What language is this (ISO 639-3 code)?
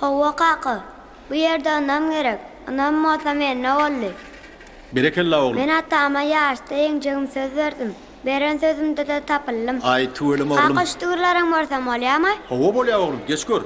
tuk